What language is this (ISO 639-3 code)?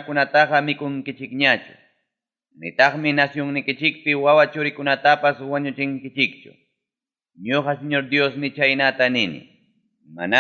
quy